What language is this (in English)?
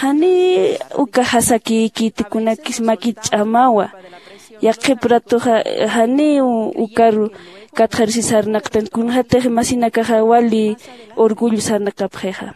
Aymara